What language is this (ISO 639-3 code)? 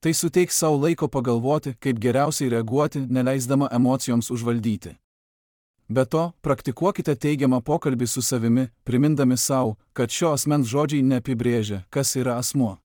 lit